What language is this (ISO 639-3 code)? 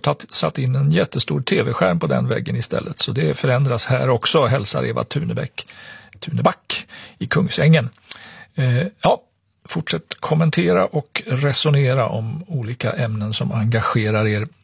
swe